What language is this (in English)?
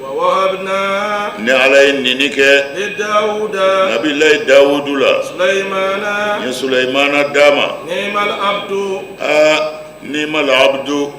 Bambara